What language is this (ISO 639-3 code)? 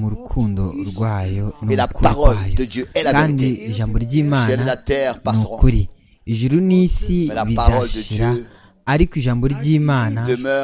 kin